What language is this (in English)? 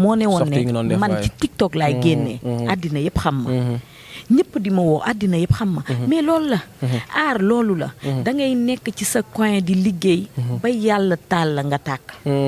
Wolof